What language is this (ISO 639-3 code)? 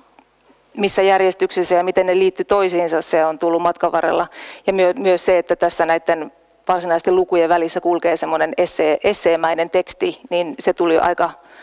fin